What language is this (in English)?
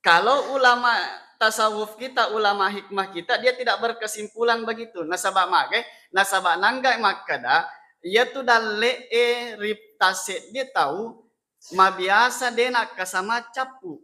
Buginese